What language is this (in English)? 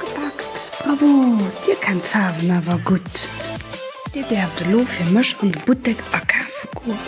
Luxembourgish